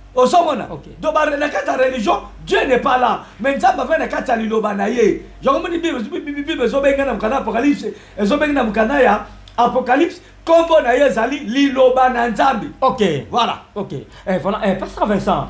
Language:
Lingala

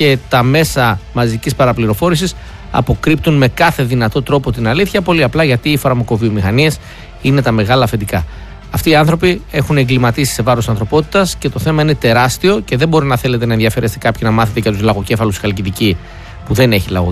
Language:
Greek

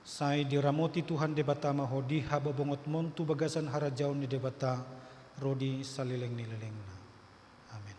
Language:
Batak Toba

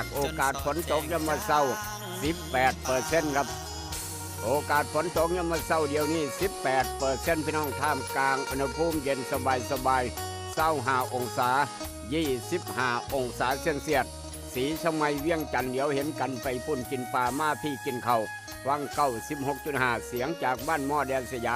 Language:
Northeastern Thai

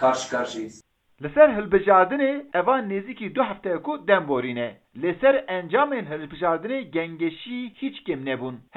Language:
Kurdish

